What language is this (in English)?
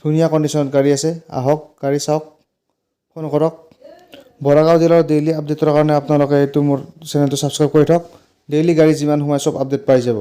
Assamese